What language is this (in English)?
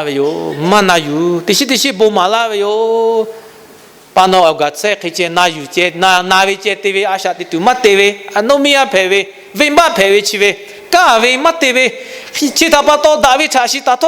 Lahu